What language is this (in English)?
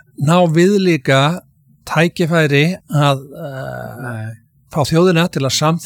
Icelandic